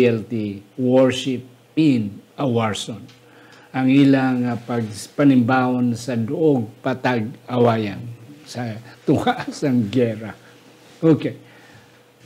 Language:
Hiligaynon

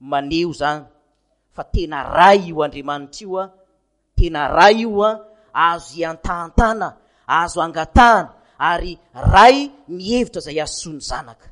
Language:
Malagasy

